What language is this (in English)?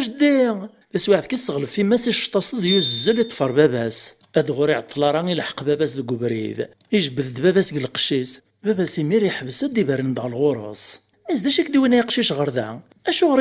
Kabyle